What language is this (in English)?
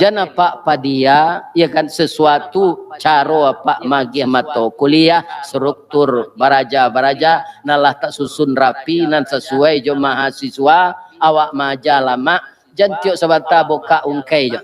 Minangkabau